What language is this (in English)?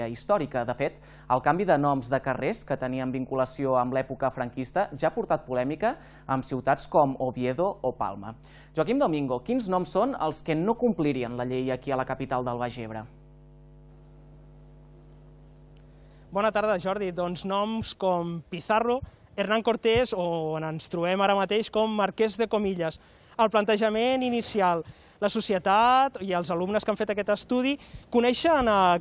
Catalan